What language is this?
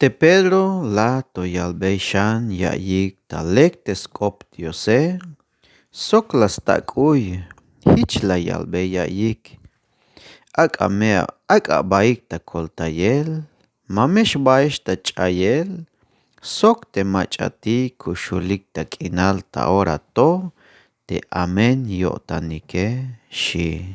Tzeltal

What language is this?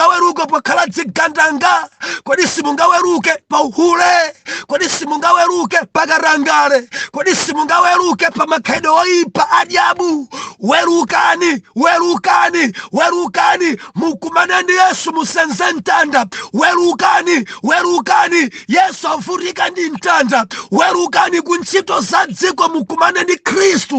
Nyanja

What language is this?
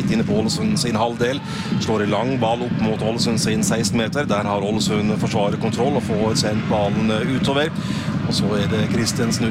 Norwegian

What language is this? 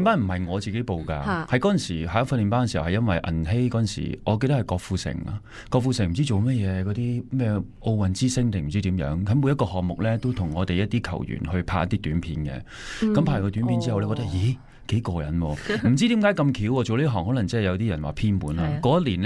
Cantonese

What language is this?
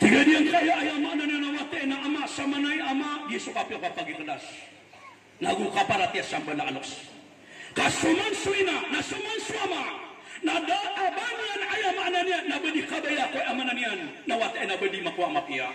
Maranao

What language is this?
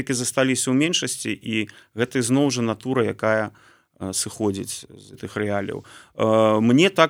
Belarusian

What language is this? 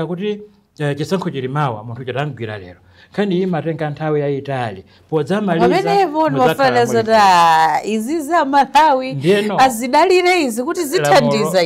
Nyanja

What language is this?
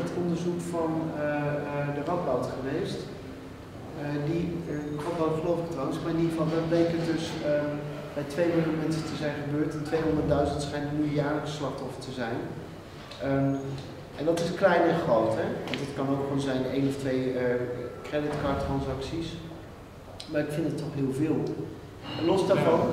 Dutch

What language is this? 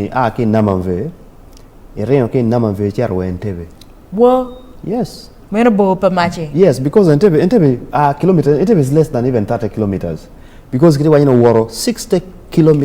Acoli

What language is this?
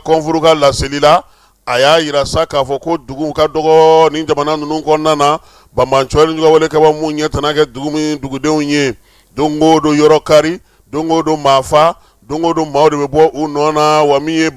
Bambara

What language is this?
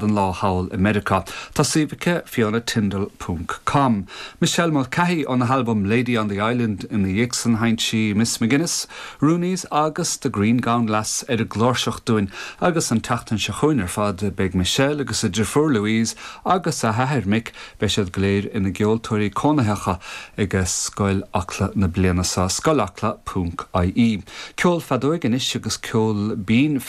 Irish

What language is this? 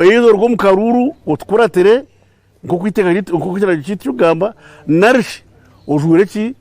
Nyankole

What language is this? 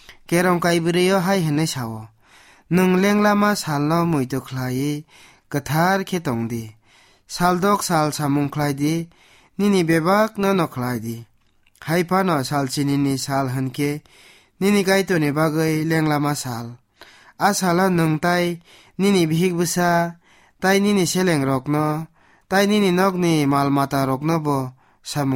Kok Borok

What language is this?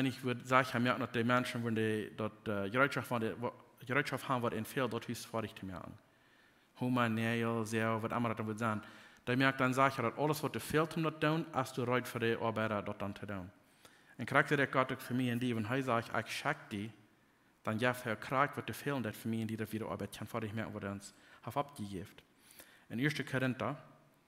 Plautdietsch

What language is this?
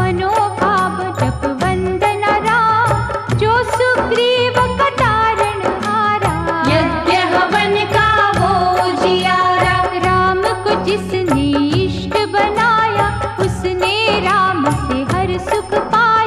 Hindi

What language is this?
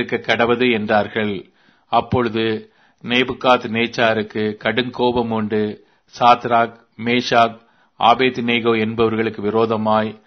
Tamil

